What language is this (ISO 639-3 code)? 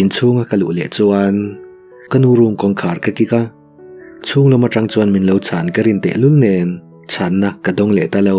lus